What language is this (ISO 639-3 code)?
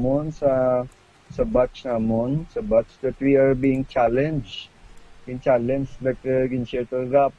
hil